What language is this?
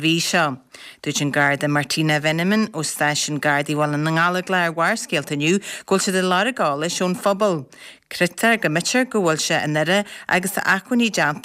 Irish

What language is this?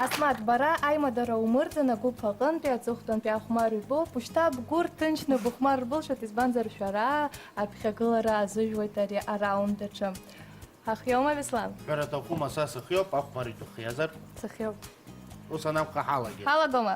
Abkhazian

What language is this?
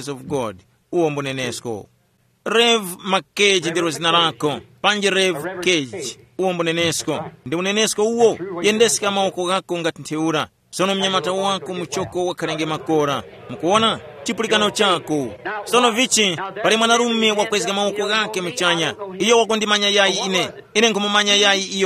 Tumbuka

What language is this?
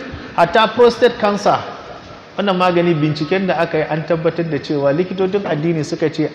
Hausa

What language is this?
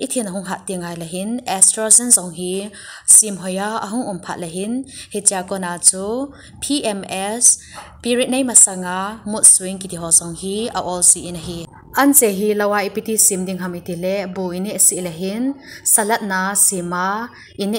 Thado Chin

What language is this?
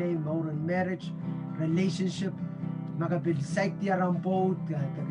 Pohnpeian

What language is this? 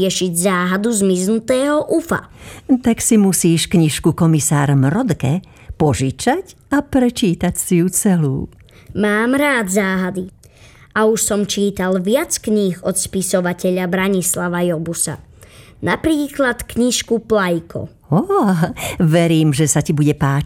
Slovak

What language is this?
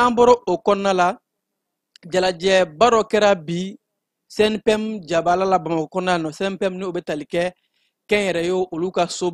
Bambara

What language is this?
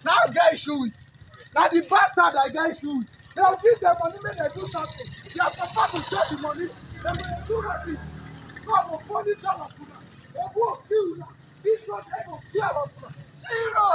Nigerian Pidgin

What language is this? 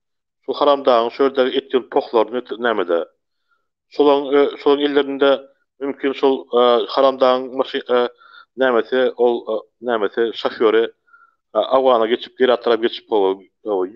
Turkmen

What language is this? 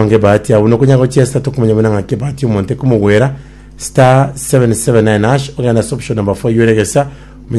Gusii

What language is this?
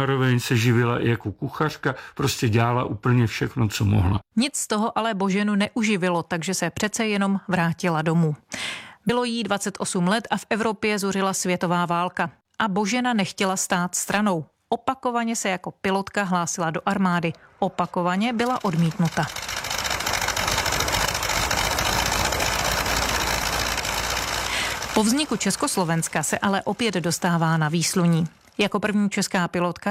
Czech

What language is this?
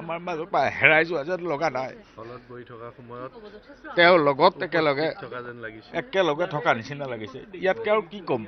Assamese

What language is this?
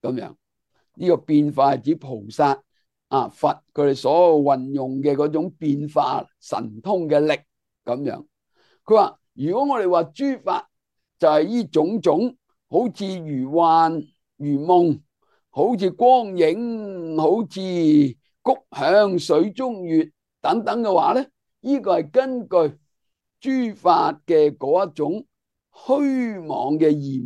Cantonese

